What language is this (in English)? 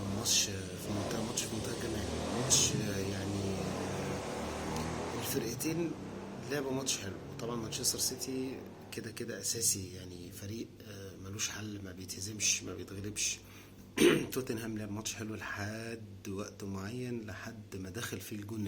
Egyptian Arabic